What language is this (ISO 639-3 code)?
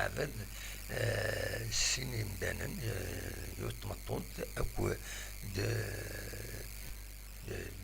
kab